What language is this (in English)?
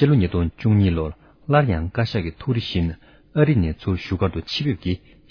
Tibetan